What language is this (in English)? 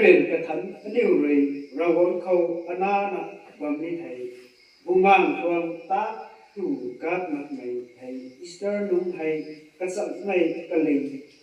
Rongmei Naga